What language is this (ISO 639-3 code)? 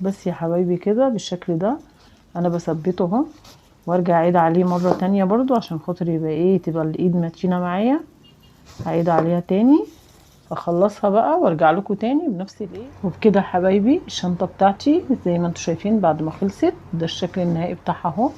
arz